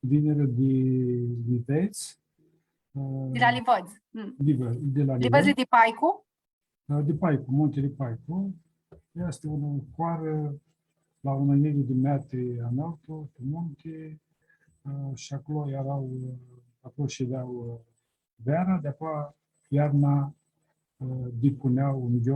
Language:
Aromanian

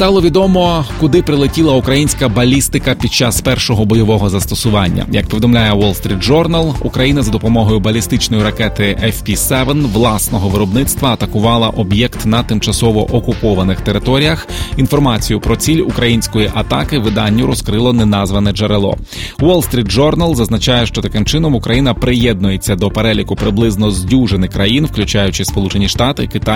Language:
Ukrainian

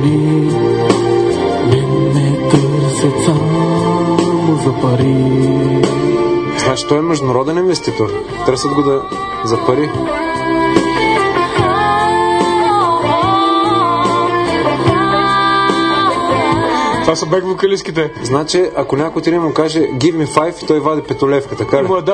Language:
Bulgarian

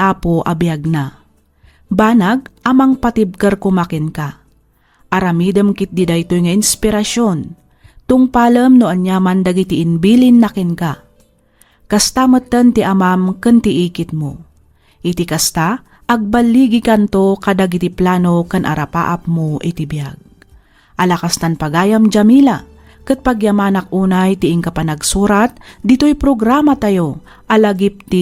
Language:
Iloko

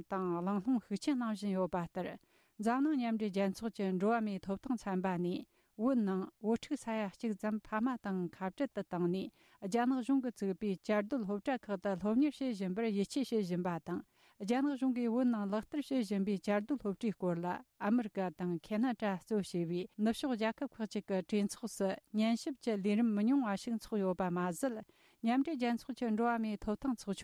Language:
Tibetan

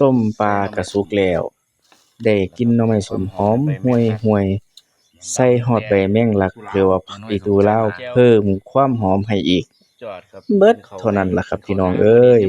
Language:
Northeastern Thai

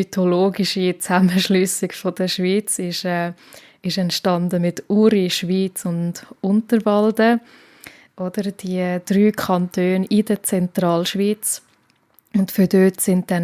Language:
Swiss German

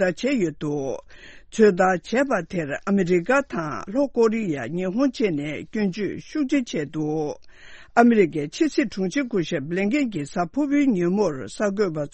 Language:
Tibetan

